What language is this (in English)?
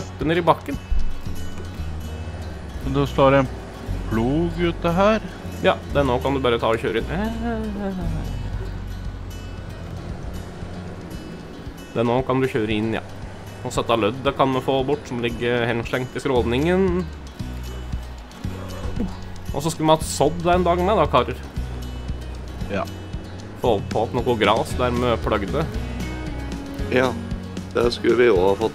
Norwegian